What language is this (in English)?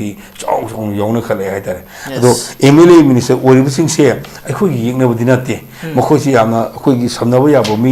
Manipuri